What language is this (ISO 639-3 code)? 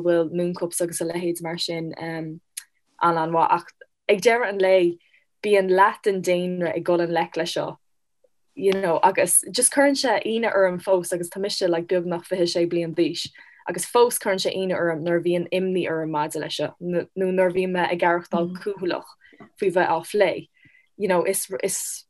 gle